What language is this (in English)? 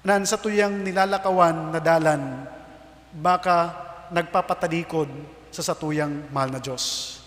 Bikol